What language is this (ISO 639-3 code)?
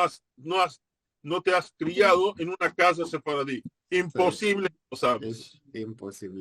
lad